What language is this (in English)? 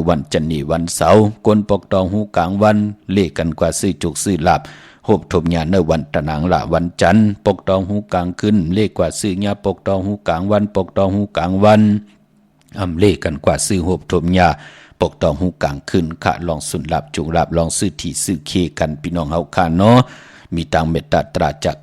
Shan